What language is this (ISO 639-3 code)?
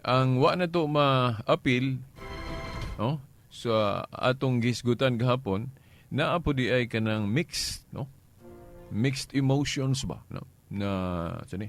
ceb